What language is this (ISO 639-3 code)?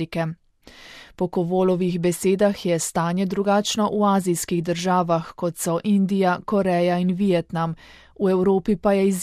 slv